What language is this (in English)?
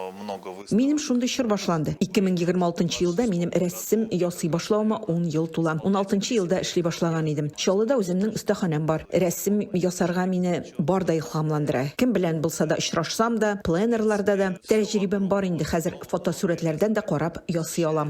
Tatar